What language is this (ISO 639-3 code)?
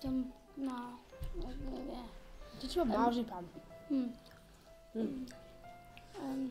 cym